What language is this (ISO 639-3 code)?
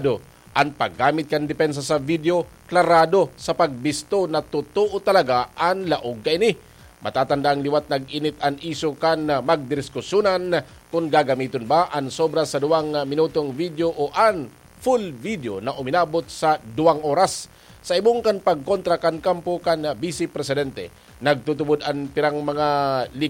bik